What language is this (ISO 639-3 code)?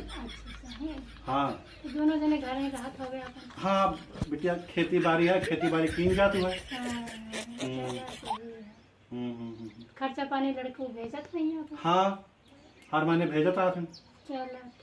awa